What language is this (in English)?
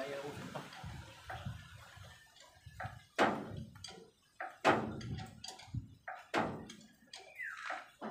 Filipino